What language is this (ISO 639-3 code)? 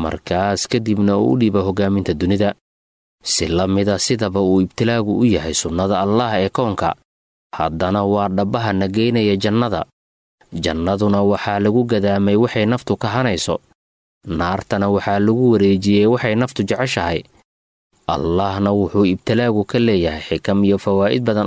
som